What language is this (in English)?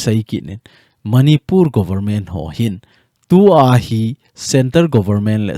Thado Chin